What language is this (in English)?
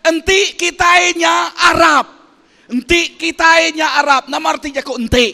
Iban